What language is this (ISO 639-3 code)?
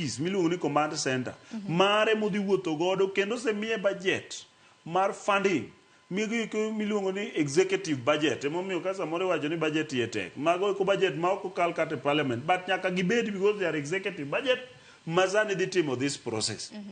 luo